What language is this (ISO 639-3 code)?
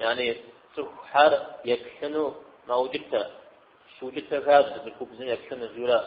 kbd